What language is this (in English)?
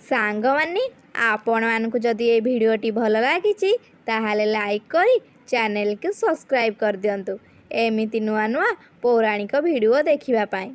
Odia